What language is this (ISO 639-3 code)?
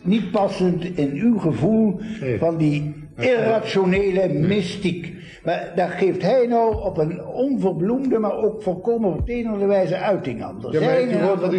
nld